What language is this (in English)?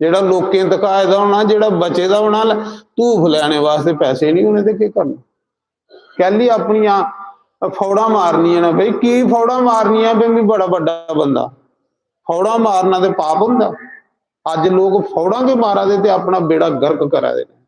Dogri